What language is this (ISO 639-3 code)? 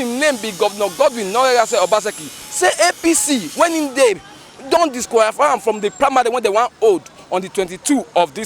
pcm